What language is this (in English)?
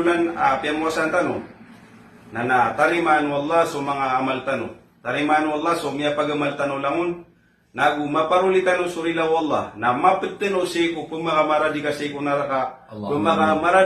Maranao